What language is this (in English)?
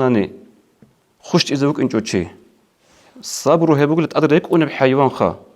Avaric